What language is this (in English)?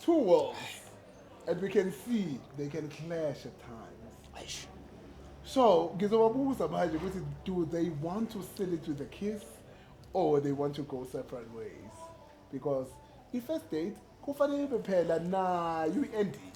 Zulu